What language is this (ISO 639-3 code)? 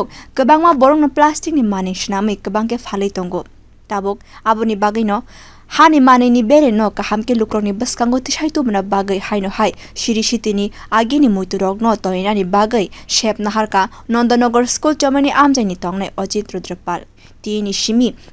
trp